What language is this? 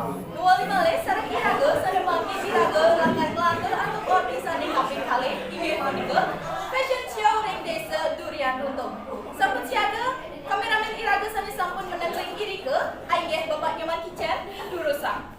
Balinese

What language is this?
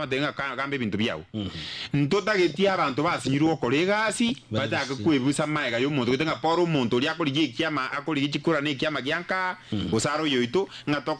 Gusii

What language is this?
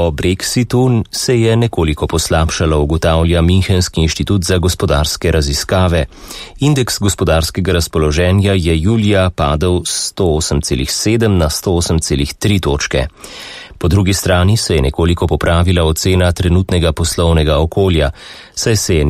Slovenian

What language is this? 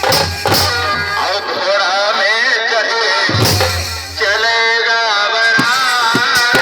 Chhattisgarhi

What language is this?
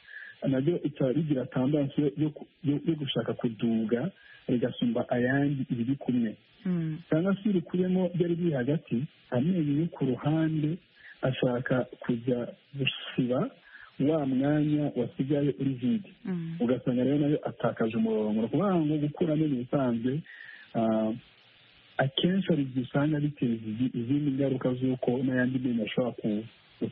Kinyarwanda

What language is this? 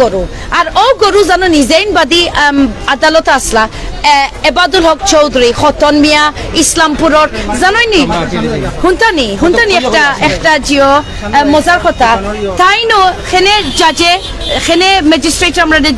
Sylheti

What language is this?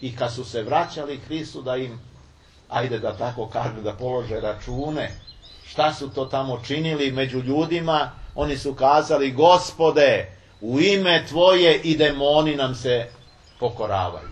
Serbian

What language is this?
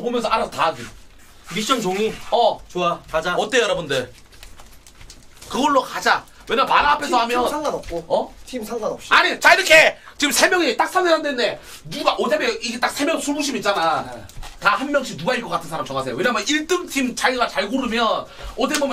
Korean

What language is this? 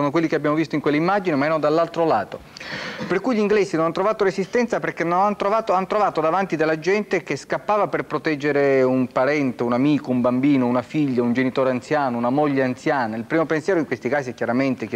Italian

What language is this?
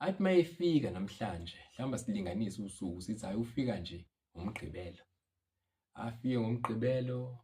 Zulu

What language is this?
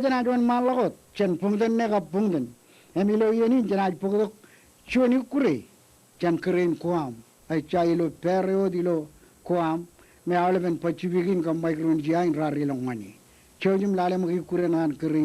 Marshallese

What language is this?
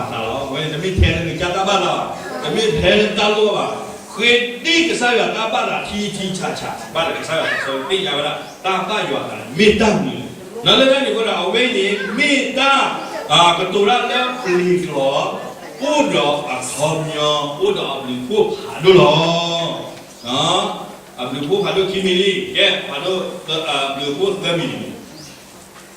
S'gaw Karen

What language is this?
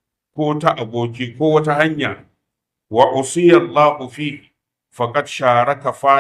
Hausa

